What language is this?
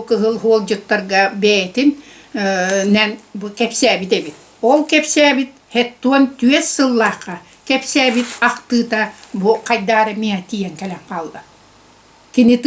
Yakut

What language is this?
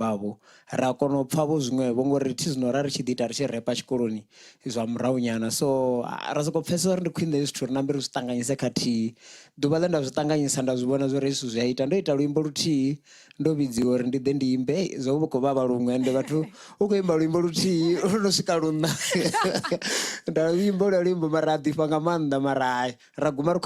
Venda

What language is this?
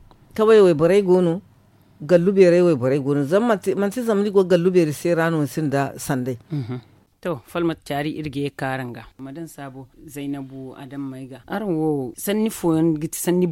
Zarma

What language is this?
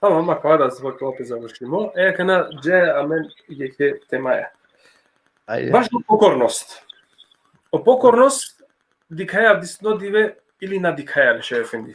Balkan Romani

